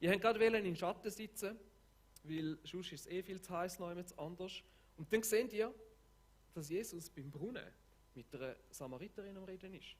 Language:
Swiss German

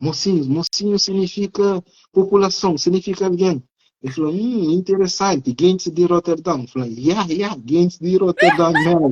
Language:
Kabuverdianu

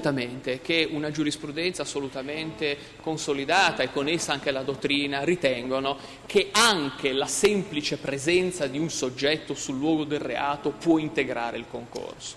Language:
Italian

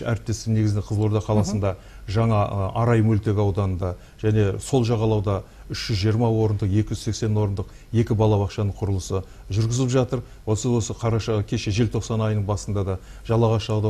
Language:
Kazakh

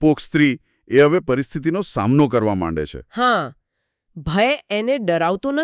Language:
Gujarati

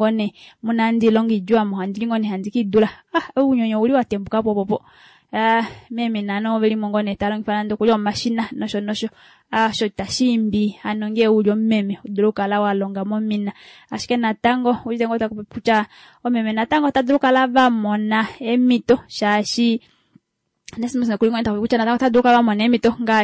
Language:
Kuanyama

